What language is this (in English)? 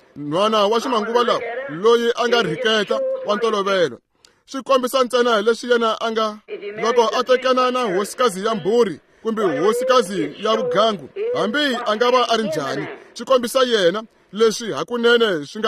Tsonga